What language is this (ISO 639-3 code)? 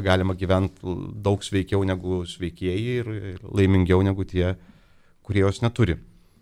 lit